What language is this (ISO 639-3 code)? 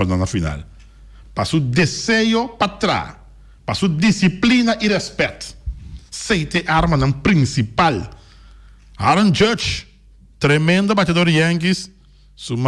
pap